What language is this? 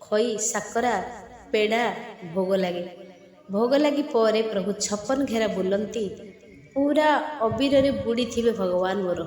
Odia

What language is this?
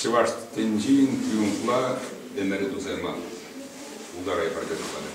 Chuvash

